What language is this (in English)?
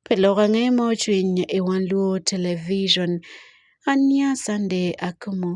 Acoli